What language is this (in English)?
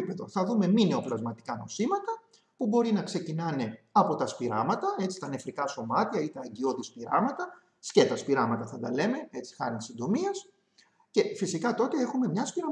Greek